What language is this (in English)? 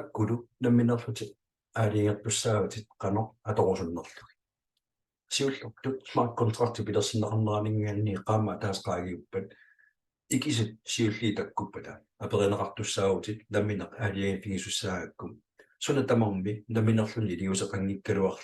Kalaallisut